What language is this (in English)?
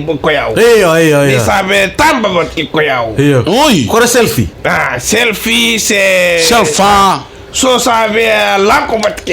Fijian